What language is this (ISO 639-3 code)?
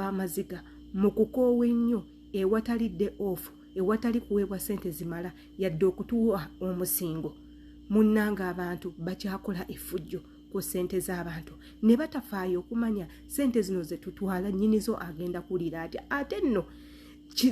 lug